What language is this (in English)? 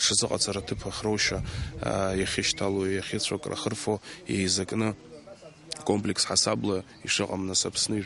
Abkhazian